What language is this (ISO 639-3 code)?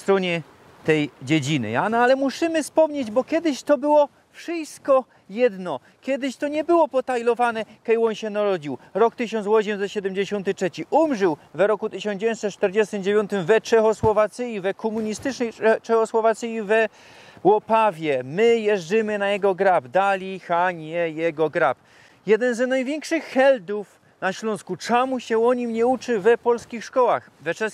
szl